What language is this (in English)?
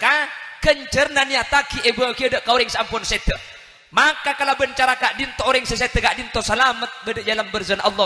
Madurese